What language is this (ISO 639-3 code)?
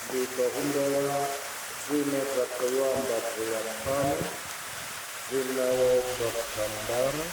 ven